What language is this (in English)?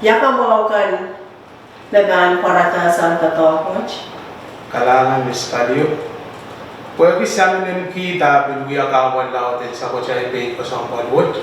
Pohnpeian